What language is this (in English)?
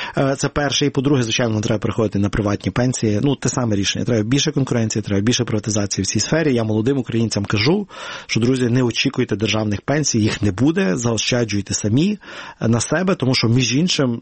Ukrainian